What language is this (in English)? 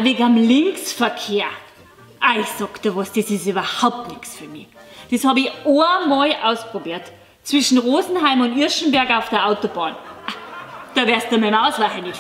Bavarian